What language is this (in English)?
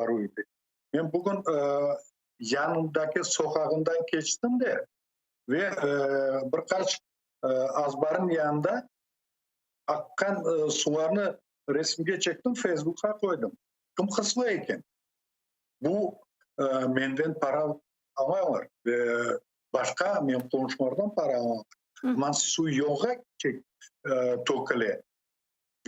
Crimean Tatar